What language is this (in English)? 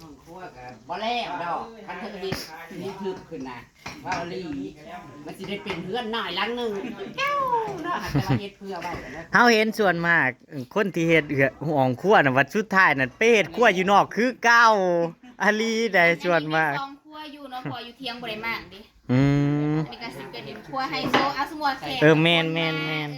Northeastern Thai